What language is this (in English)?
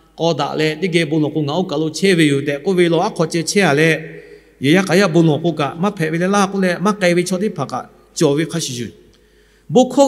Lahu